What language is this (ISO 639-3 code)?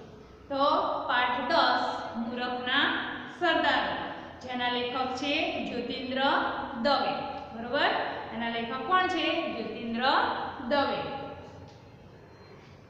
guj